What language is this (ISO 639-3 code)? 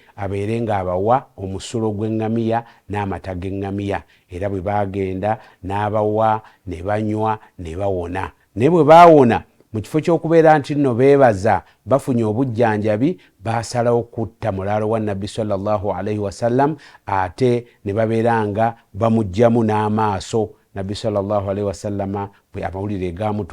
lug